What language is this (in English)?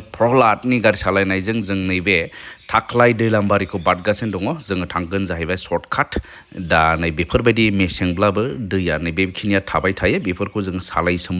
Bodo